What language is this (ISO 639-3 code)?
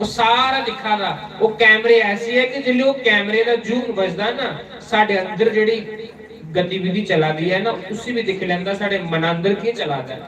doi